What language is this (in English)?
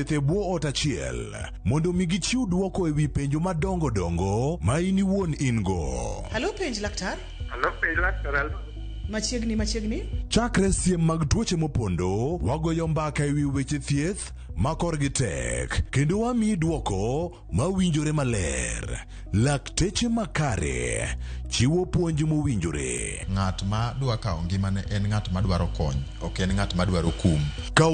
Luo (Kenya and Tanzania)